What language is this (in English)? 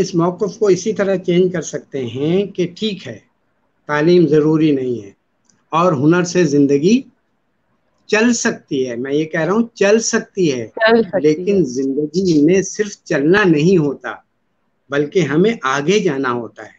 Urdu